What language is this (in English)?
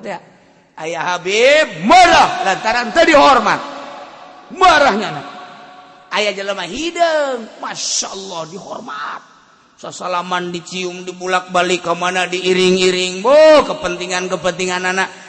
Sundanese